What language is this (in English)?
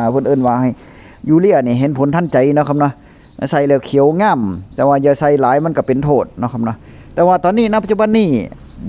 Northeastern Thai